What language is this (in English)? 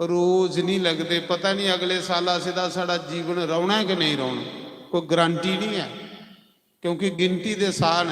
Dogri